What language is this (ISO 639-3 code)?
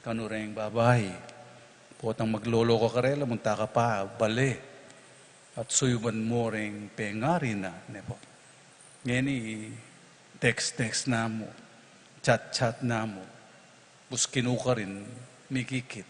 pam